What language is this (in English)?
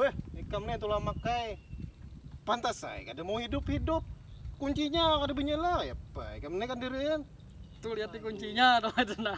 Banjar